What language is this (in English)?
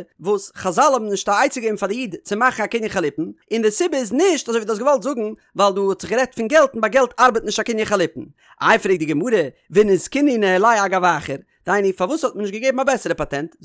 Yiddish